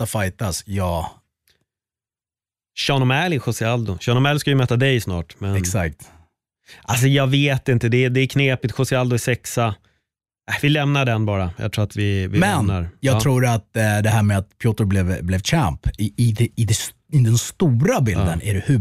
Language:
Swedish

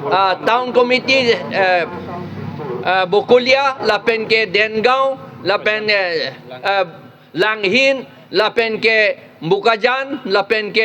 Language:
Karbi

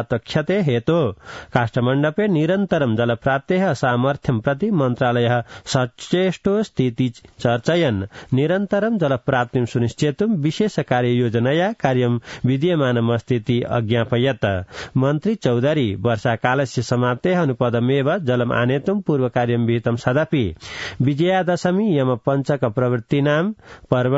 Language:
Sanskrit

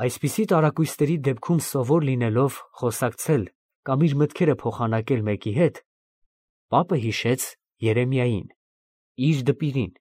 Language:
Armenian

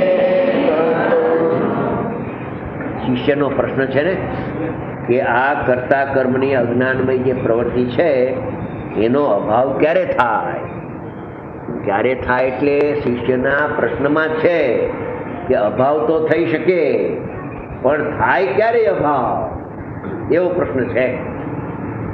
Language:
Gujarati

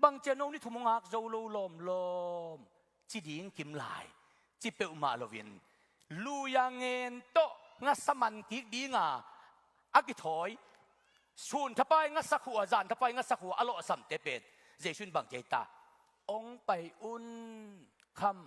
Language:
Tedim Chin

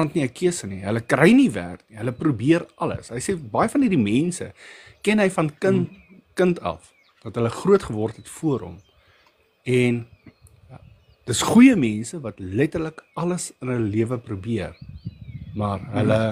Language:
Afrikaans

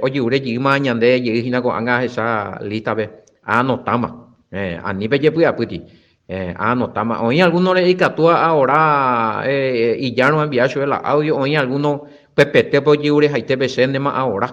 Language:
Guarani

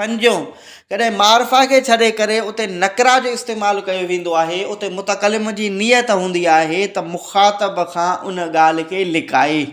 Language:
Sindhi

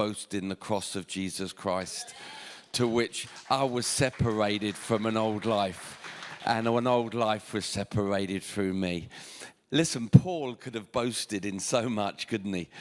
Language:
English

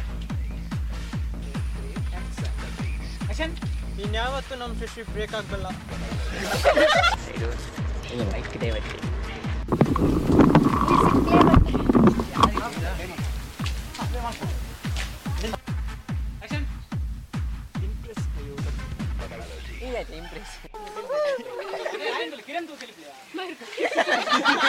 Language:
Kannada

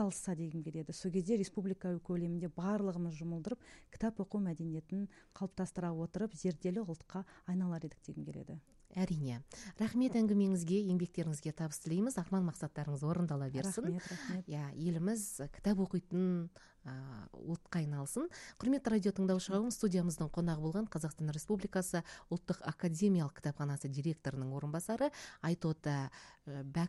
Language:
Kazakh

